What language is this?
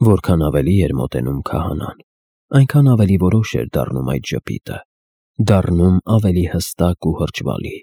Armenian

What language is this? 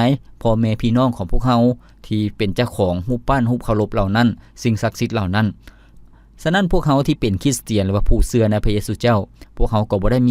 Lao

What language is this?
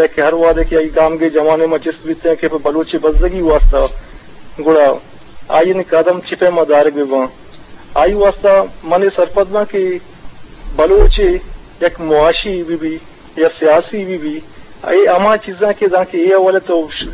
Eastern Balochi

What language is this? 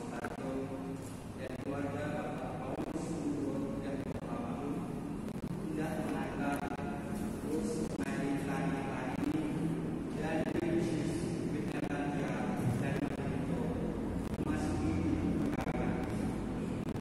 Indonesian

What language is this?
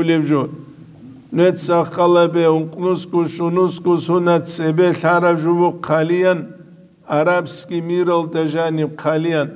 Avaric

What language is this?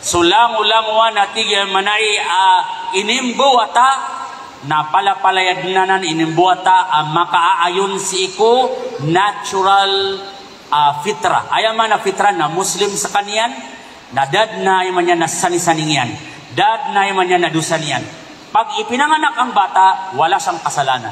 Maranao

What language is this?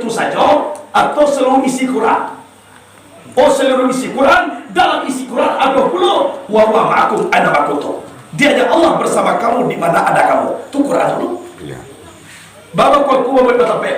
Minangkabau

